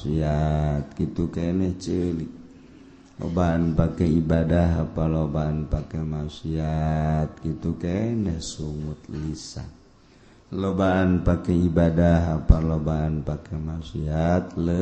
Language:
Sundanese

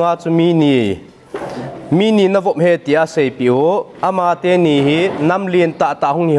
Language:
Thado Chin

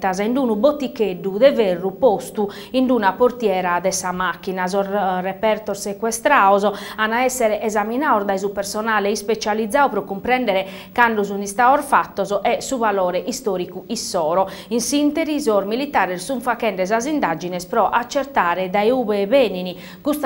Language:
Sardinian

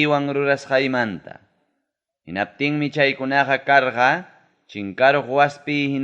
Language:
Ayacucho Quechua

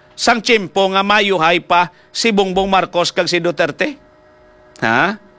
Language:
Hiligaynon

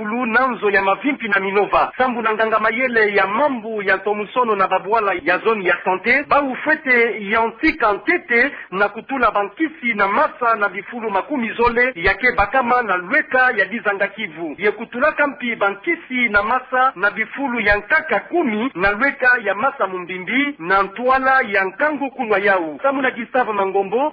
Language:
Kituba (Democratic Republic of Congo)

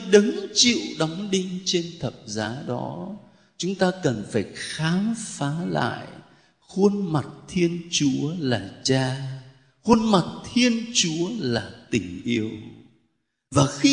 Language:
Vietnamese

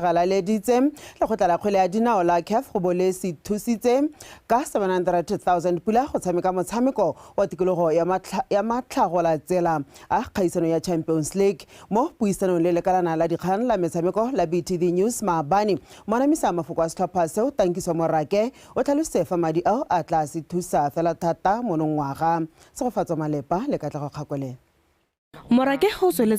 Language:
Tswana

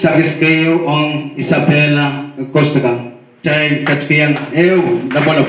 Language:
Pohnpeian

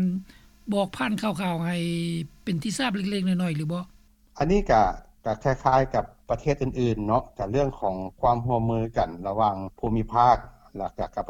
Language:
Lao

